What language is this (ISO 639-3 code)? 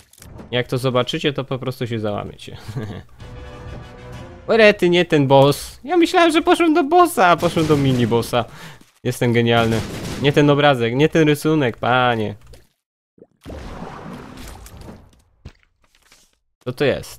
pol